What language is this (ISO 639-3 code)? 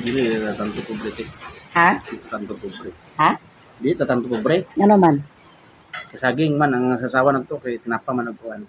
ceb